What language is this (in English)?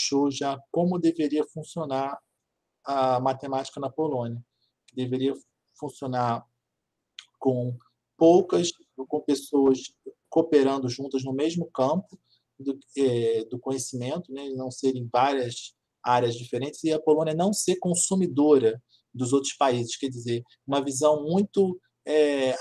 Portuguese